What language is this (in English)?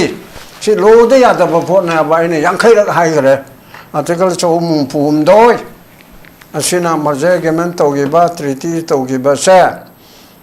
Manipuri